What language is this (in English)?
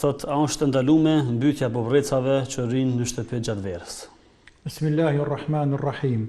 Albanian